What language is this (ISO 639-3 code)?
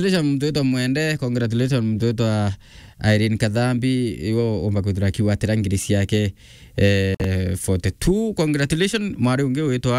mer